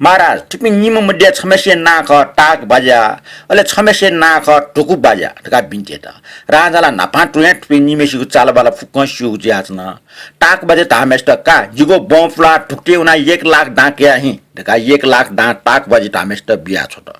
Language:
Newari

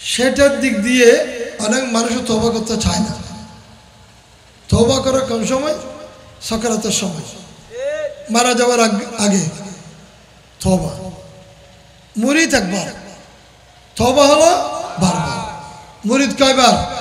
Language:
Bangla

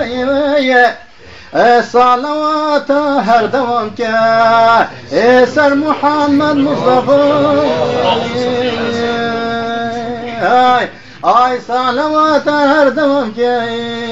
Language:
Persian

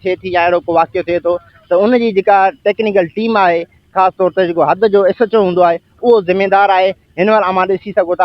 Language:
Sindhi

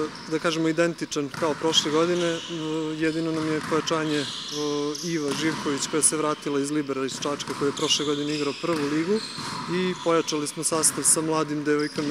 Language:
Serbian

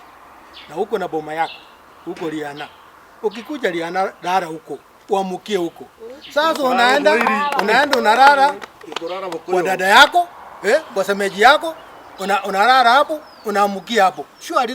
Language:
Gusii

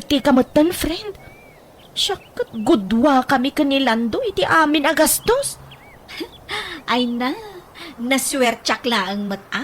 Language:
Iloko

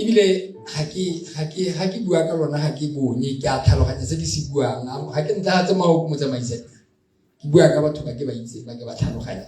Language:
Tswana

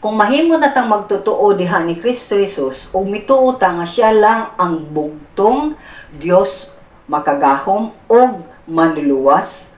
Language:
Cebuano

